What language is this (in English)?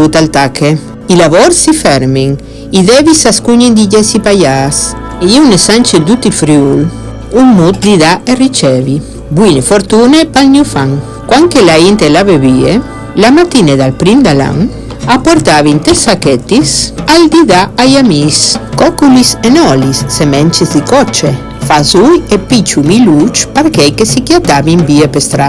Friulian